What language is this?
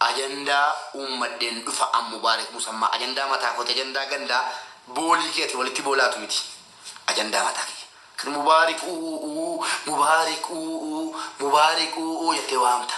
Oromo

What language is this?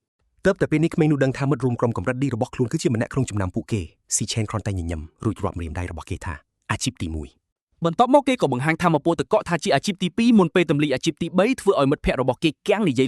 Khmer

